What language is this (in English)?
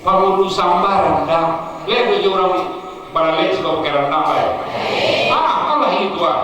Minangkabau